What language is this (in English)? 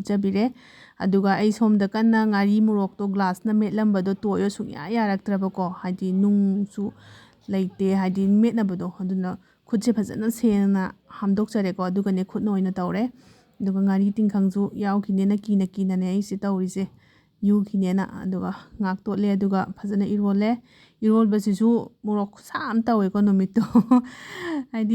Manipuri